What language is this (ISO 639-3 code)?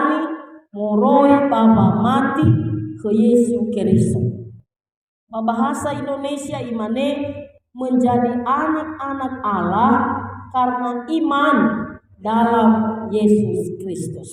nia